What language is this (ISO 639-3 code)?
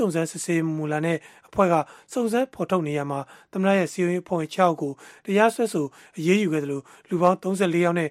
mya